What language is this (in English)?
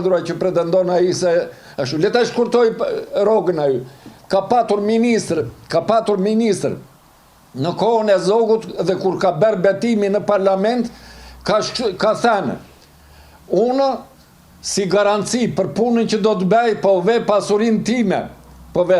Albanian